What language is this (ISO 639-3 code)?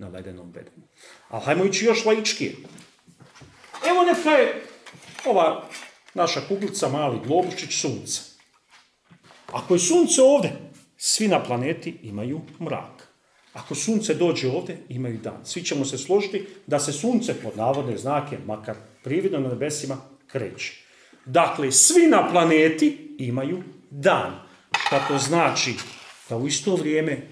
bos